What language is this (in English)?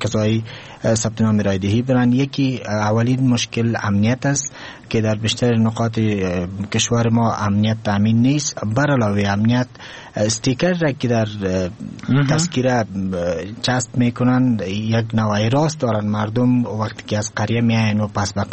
Persian